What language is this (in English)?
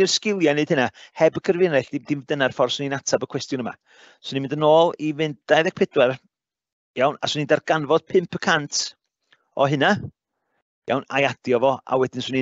Welsh